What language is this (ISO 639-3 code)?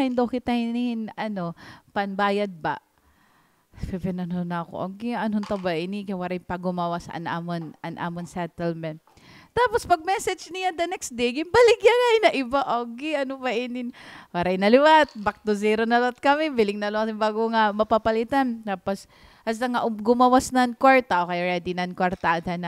war